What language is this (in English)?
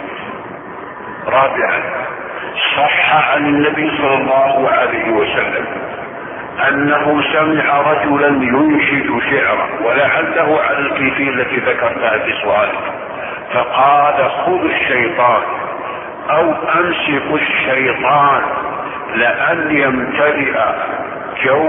Arabic